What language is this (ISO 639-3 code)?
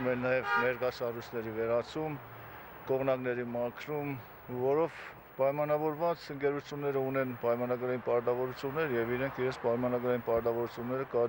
hye